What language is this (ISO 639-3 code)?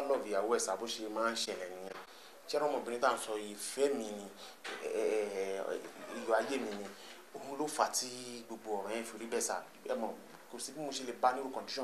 yor